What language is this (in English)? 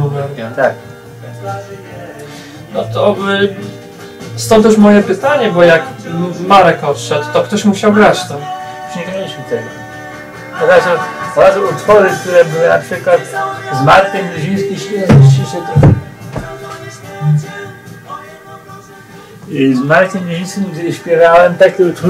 Polish